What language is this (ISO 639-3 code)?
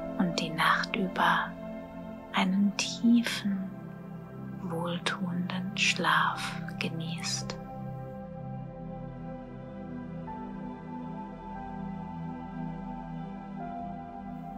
deu